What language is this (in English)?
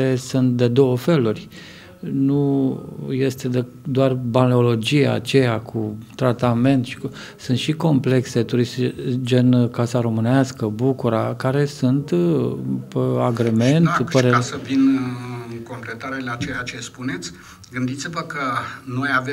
Romanian